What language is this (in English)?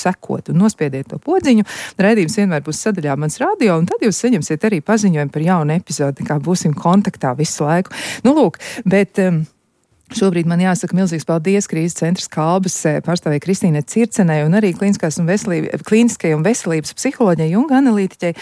Latvian